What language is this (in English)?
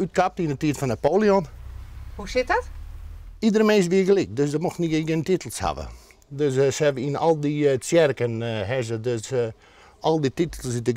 Western Frisian